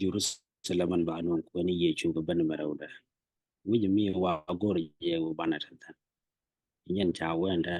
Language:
Nuer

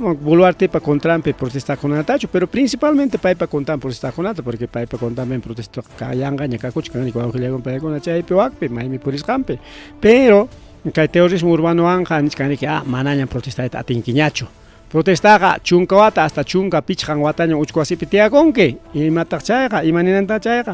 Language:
Ayacucho Quechua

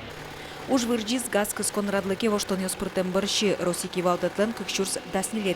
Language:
Udmurt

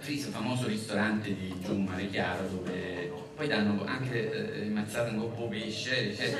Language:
Neapolitan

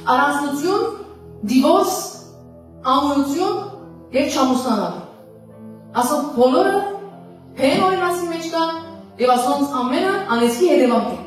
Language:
Western Armenian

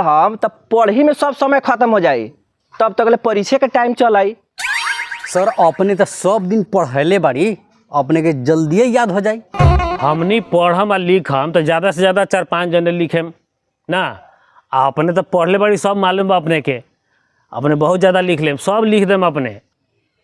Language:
Bhojpuri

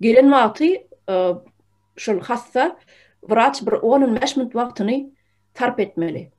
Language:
Turkmen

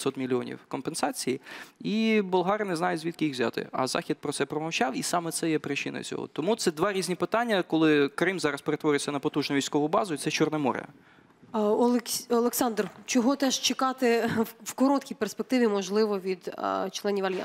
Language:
Ukrainian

